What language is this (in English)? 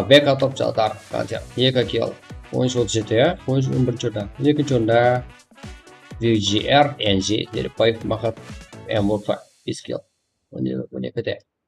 Kara-Kalpak